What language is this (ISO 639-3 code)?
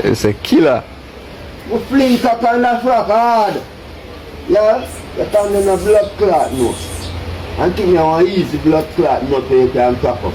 jam